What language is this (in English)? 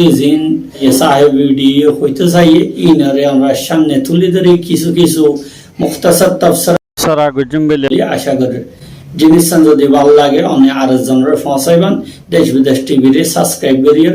Rohingya